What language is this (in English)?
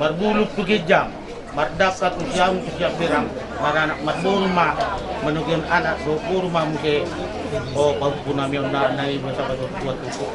Batak Toba